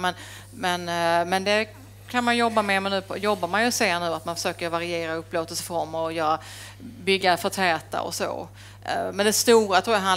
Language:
Swedish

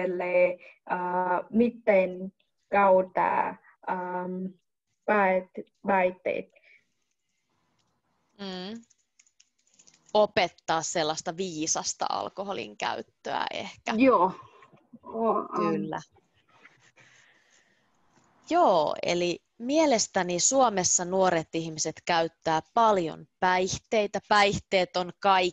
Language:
Finnish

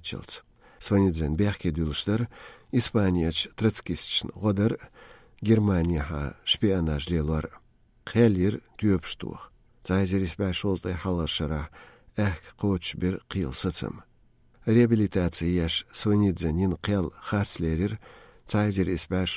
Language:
Chechen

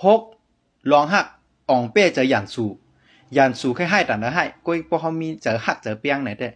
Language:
Shan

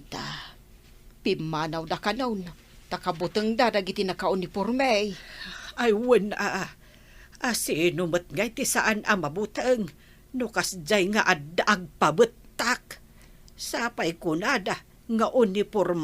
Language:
Iloko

